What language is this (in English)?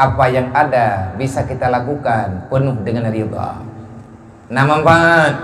Achinese